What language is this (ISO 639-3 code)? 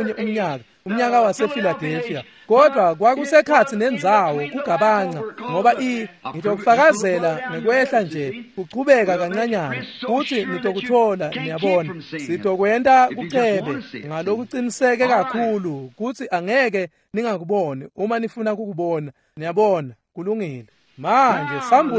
ssw